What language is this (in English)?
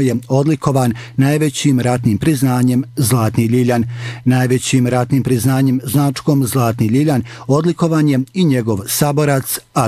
Bosnian